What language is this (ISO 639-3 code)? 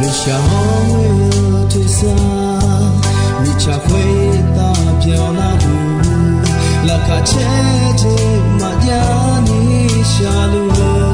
ahk